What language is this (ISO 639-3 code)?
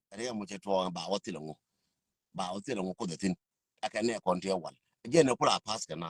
nus